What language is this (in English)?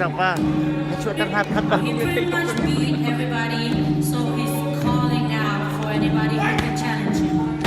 Hakha Chin